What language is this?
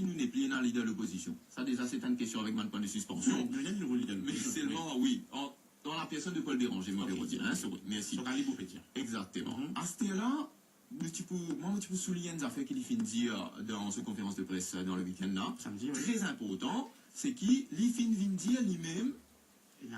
Morisyen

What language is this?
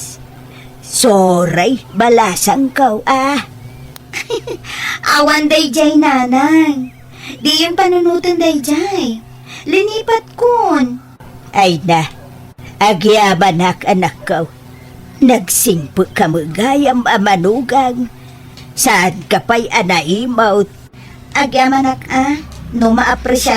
Iloko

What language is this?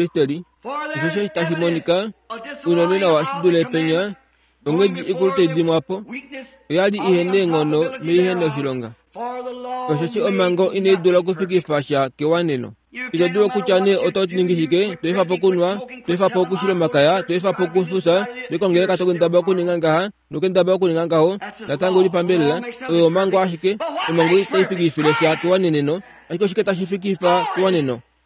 Kuanyama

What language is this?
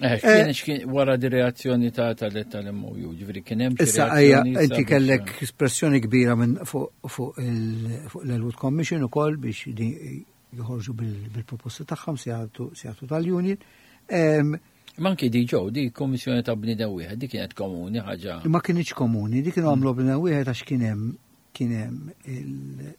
Maltese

